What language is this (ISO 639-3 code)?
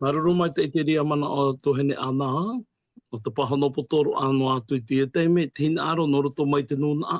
tah